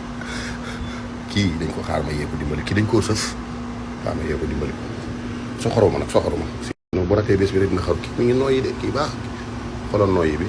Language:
Wolof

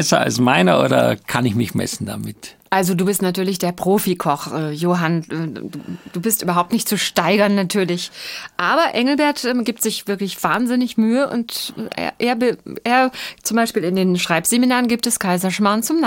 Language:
German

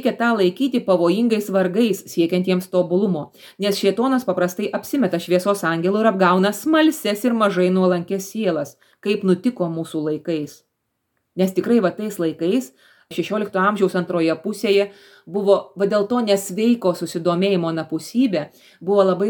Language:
Lithuanian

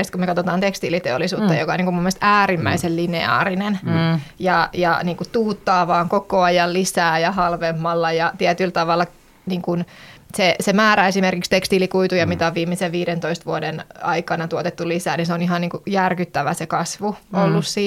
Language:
Finnish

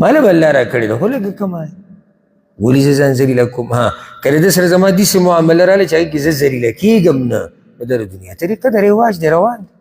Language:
Pashto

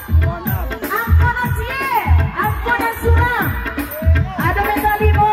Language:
Minangkabau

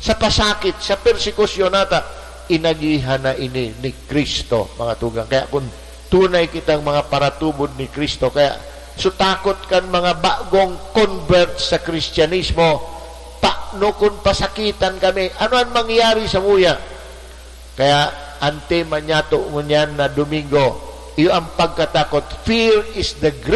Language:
Bikol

